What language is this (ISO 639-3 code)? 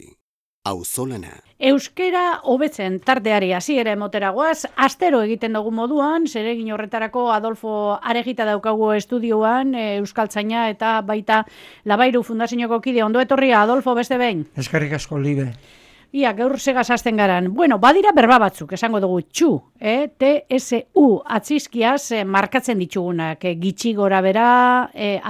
eus